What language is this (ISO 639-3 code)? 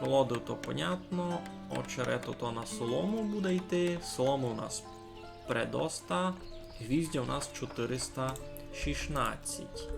rue